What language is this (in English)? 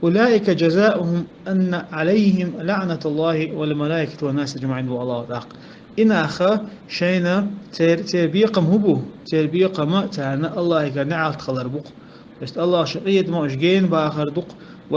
Chechen